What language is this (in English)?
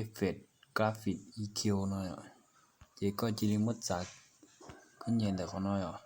Hmong